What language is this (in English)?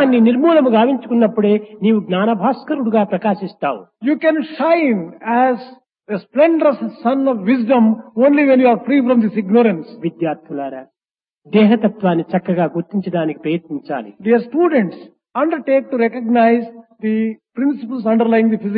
Telugu